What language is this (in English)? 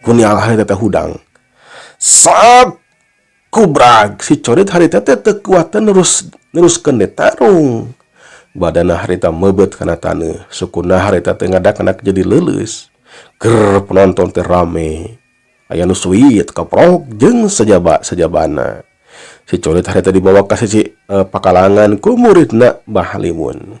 Sundanese